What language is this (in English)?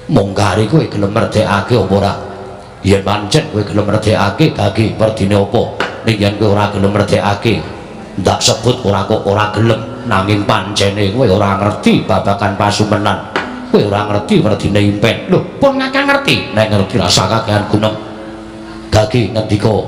Javanese